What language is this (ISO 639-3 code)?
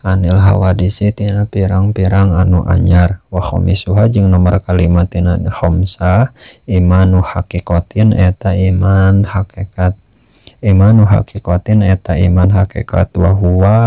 sun